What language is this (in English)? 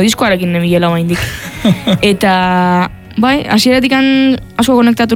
Basque